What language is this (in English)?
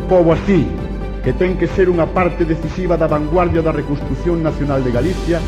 Galician